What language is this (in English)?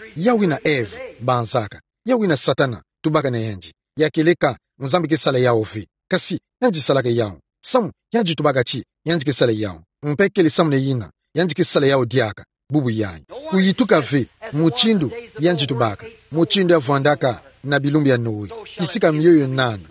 Kituba (Democratic Republic of Congo)